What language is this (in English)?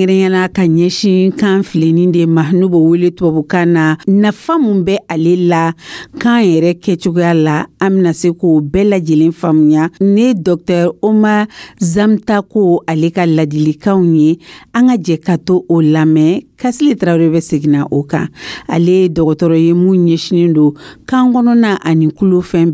Dyula